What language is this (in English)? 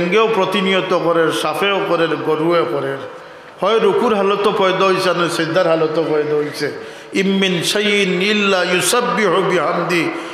Sylheti